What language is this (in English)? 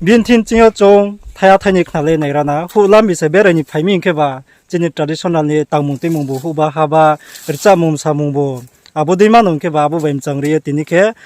Riang (India)